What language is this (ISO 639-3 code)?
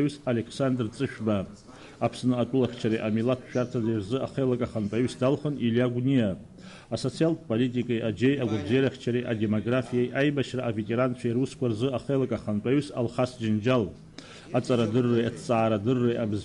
abk